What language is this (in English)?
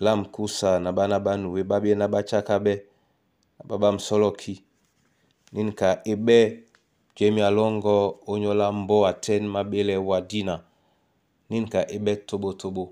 Duala